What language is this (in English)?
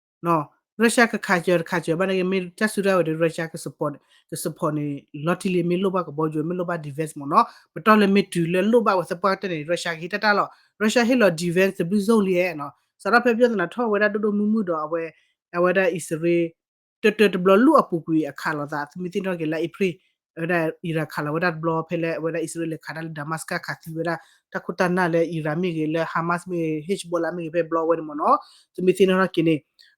S'gaw Karen